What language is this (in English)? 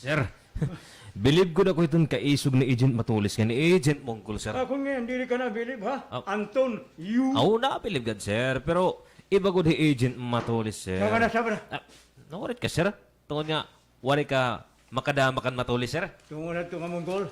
Waray